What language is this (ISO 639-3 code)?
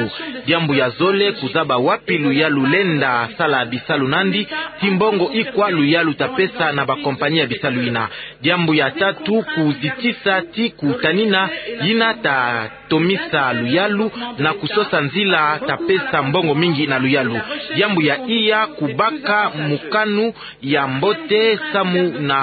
ktu